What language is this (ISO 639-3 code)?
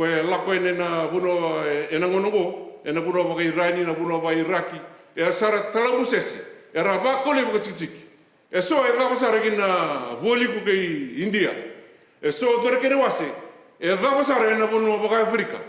fij